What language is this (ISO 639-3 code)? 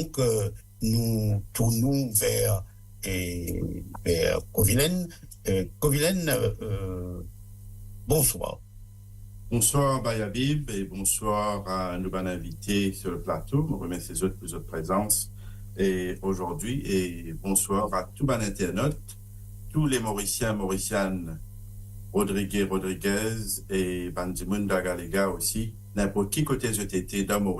mfe